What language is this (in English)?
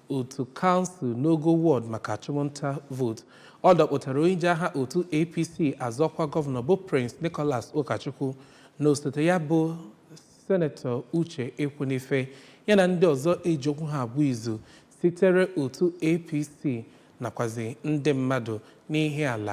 Igbo